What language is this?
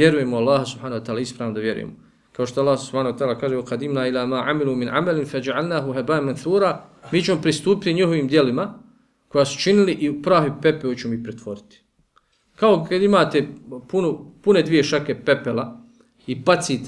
Bosnian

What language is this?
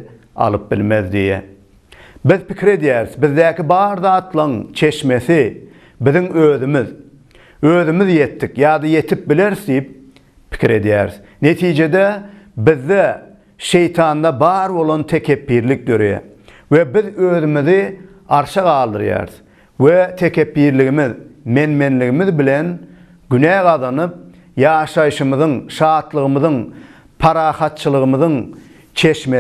Turkmen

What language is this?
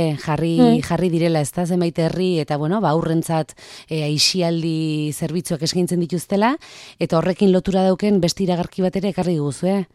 Basque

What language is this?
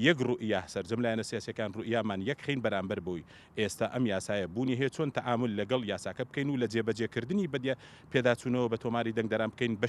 Central Kurdish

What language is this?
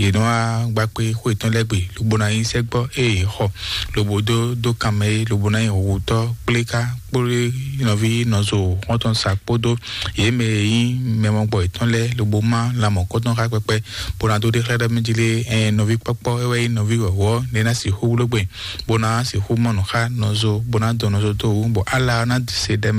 Fon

